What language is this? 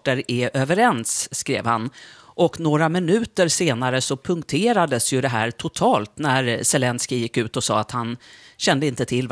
Swedish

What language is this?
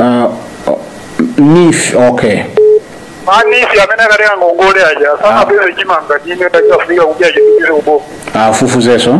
Nyanja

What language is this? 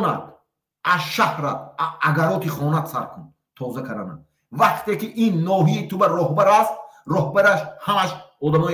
Tajik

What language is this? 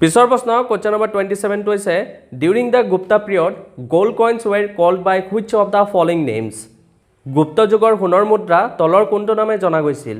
Assamese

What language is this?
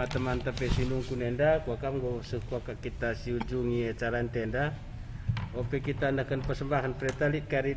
Batak Karo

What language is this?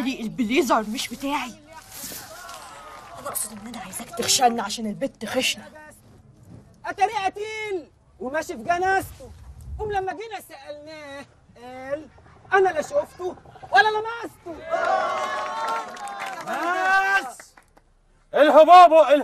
Egyptian Arabic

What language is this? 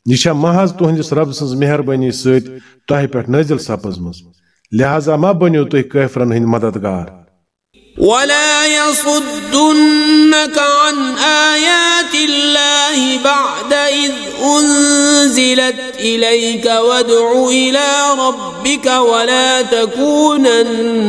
Kashmiri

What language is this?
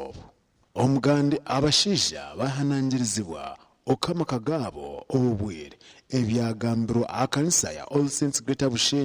Nyankole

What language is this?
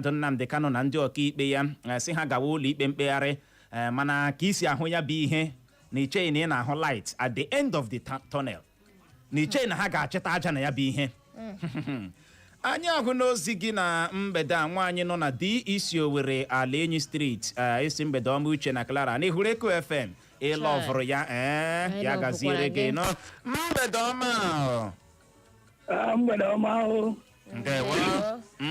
Igbo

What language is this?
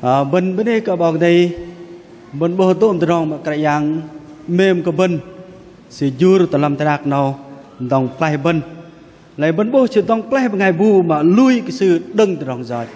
Bahnar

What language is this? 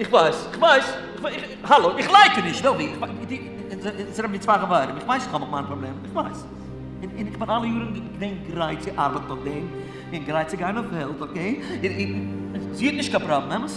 Yiddish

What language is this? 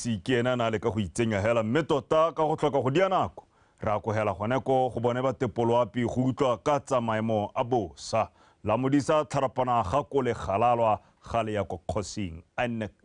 Tswana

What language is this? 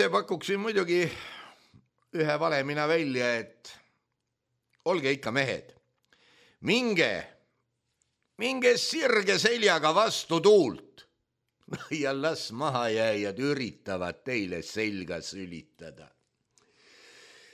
Estonian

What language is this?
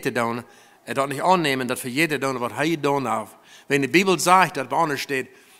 Plautdietsch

